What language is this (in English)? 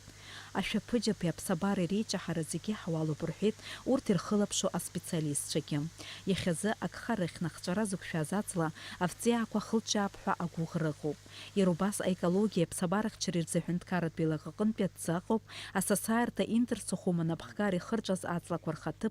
Abkhazian